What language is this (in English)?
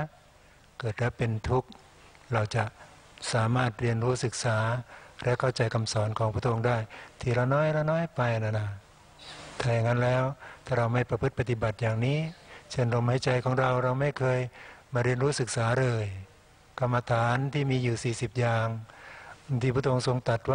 Thai